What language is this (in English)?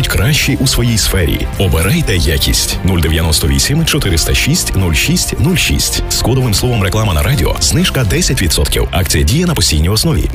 Ukrainian